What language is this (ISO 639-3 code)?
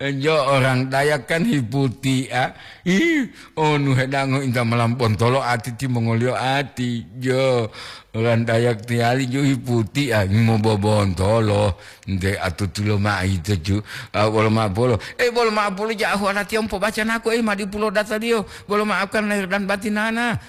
gor